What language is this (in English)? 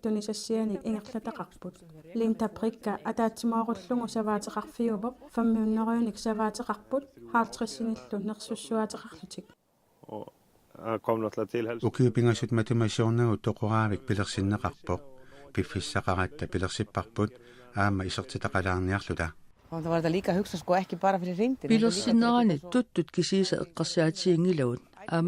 Kalaallisut